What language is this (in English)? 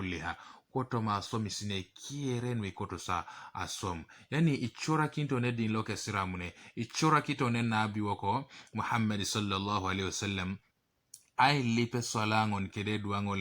Teso